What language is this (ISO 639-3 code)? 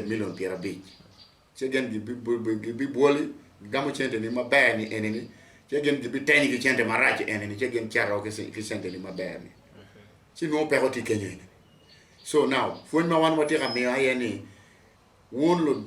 ach